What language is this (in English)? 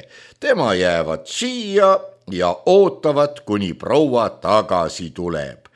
Estonian